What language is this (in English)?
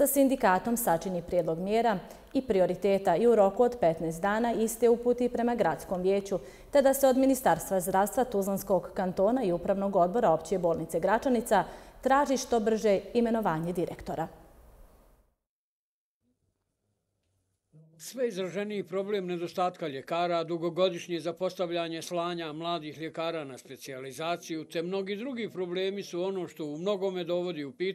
Bosnian